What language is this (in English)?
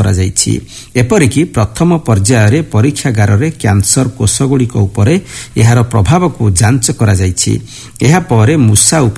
Odia